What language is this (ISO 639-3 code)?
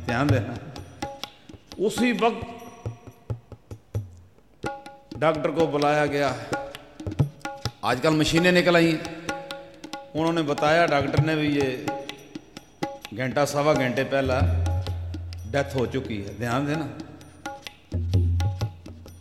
hin